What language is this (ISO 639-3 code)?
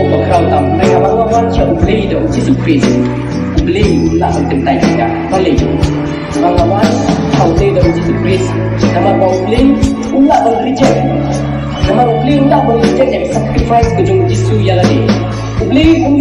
kha